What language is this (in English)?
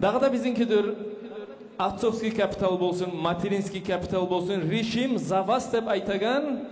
Kumyk